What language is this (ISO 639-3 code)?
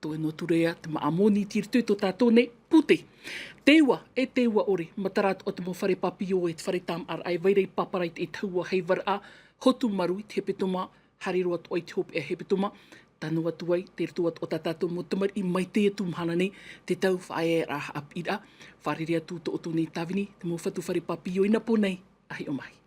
tah